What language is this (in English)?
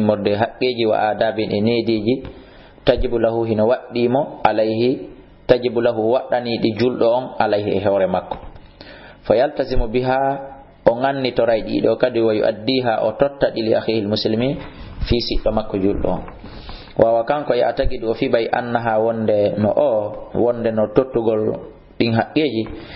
Fula